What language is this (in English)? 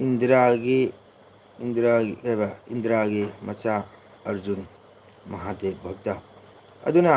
Manipuri